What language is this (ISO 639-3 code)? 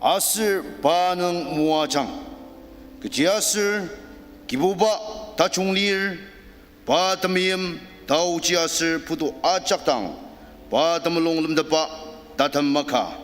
njo